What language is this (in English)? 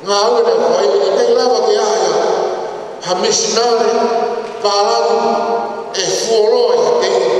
Tongan